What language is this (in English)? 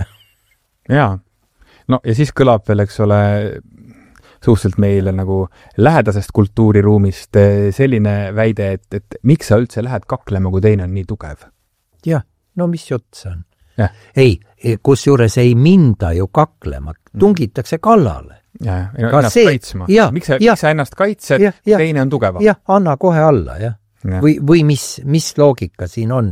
Estonian